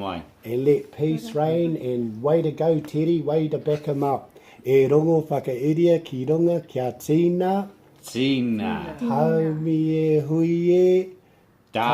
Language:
Māori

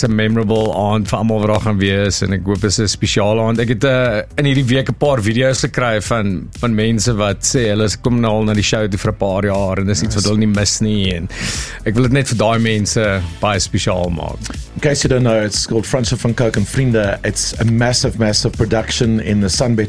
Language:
Afrikaans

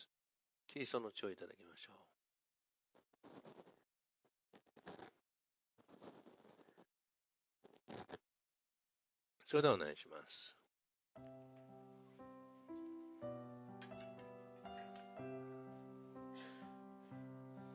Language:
Japanese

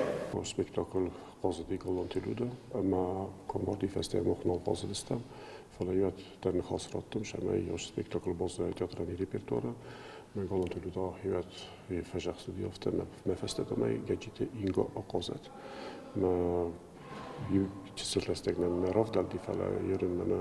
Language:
Ossetic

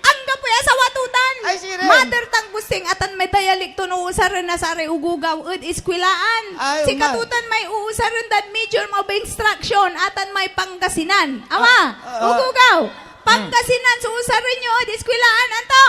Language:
Pangasinan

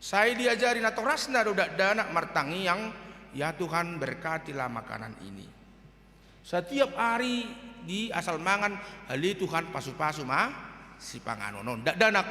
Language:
Batak Toba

